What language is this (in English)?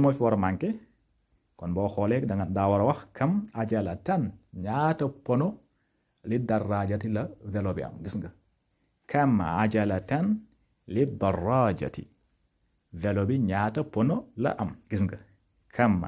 Wolof